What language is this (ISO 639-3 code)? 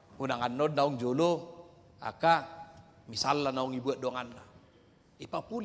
bbc